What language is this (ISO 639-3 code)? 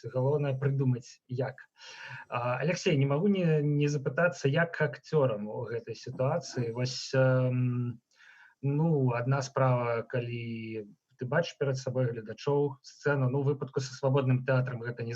bel